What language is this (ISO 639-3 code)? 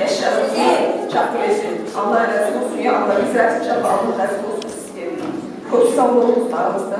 kum